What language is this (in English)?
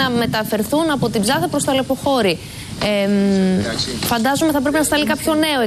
Greek